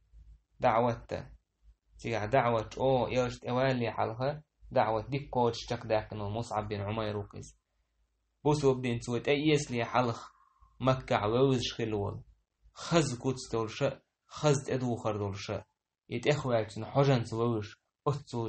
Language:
Chechen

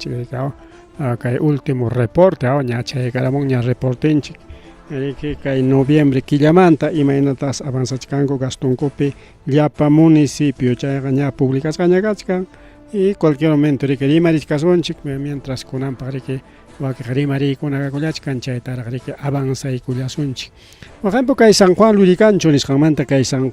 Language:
Ayacucho Quechua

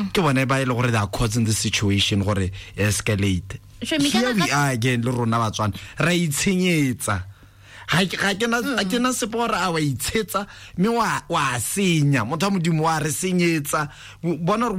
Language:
Tswana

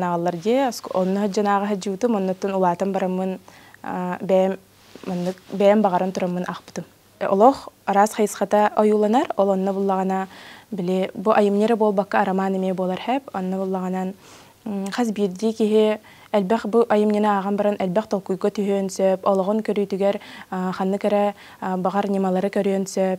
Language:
Yakut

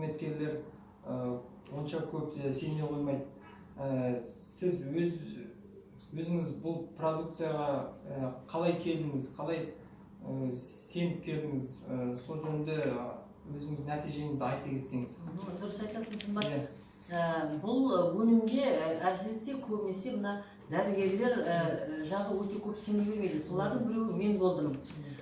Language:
Kazakh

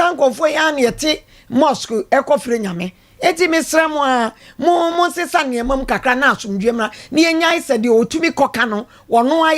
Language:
Akan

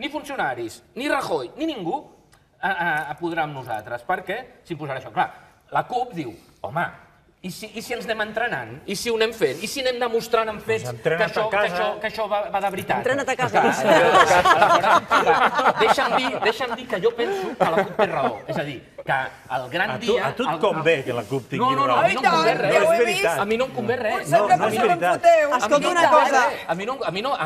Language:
Catalan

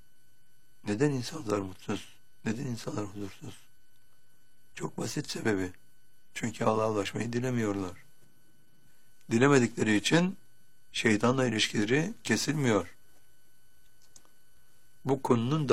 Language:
Turkish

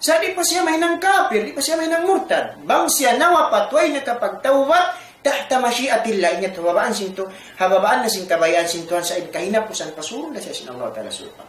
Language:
Tausug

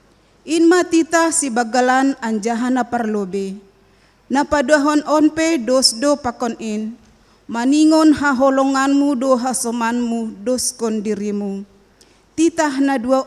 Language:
Batak Simalungun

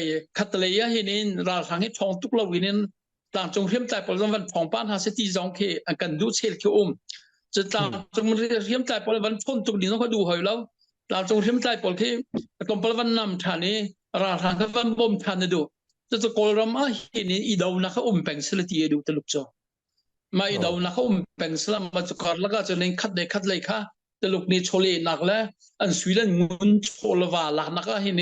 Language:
Hakha Chin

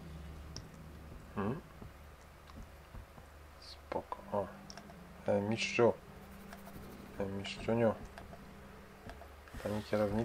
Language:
Polish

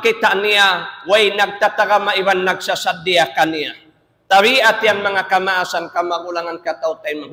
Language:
Tausug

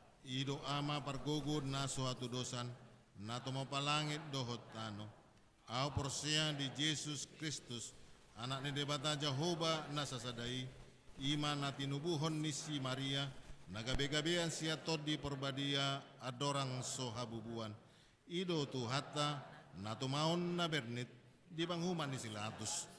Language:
Batak Toba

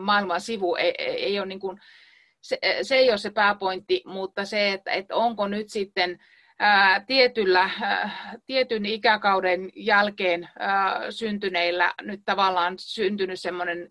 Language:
Finnish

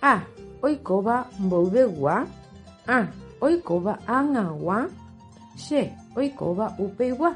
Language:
Guarani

